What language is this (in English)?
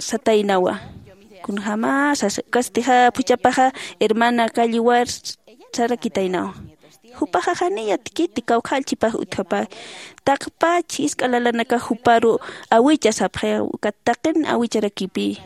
Aymara